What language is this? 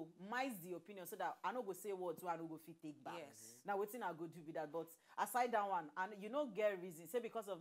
Nigerian Pidgin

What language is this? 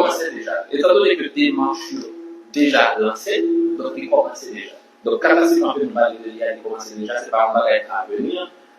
Haitian Creole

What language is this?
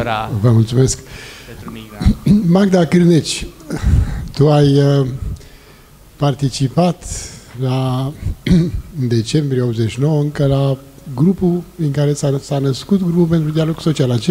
Romanian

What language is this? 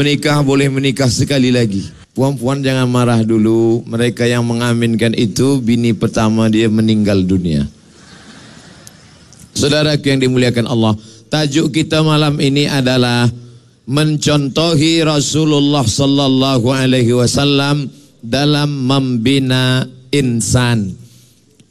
Malay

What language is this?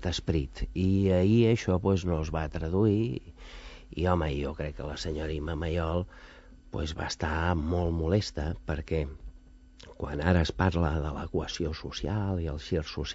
Catalan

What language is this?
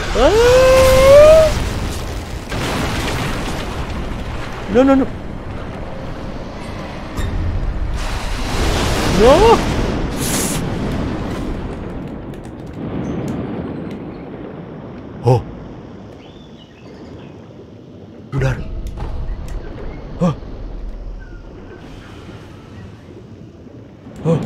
Indonesian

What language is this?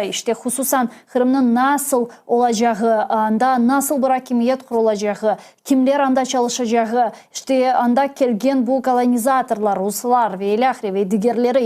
Crimean Tatar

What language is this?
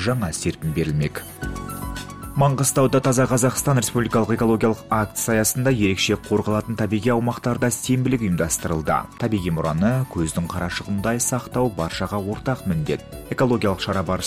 Kazakh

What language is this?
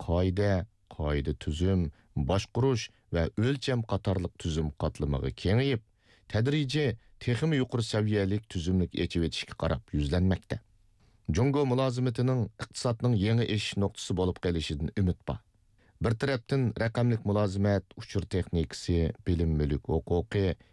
Uyghur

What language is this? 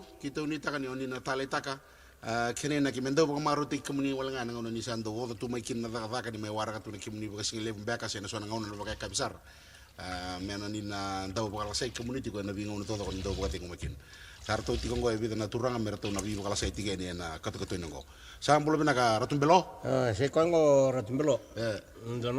Fijian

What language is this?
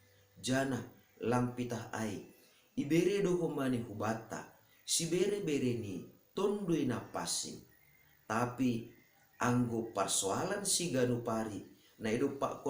Batak Simalungun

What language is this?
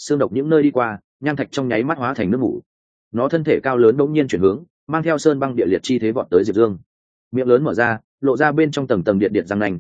Vietnamese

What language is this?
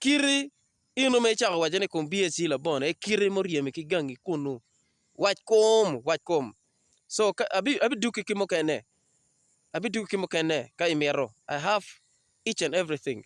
Acoli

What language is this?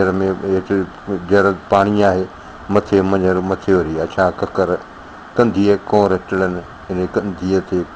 Sindhi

